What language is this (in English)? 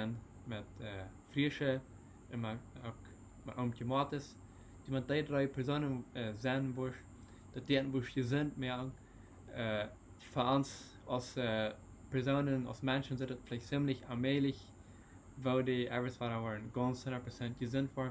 Plautdietsch